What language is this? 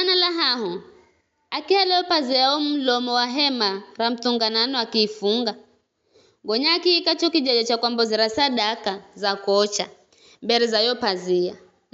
Giryama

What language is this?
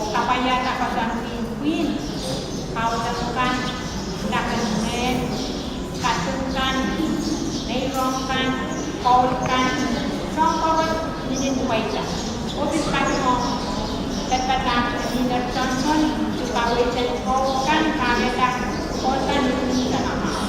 Pohnpeian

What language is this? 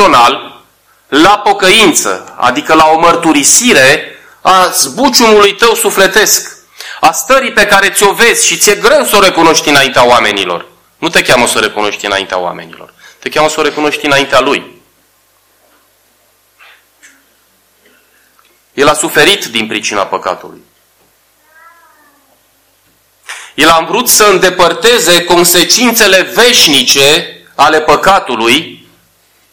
Romanian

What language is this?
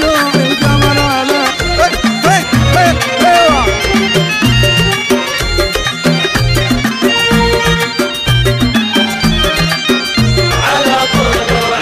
Arabic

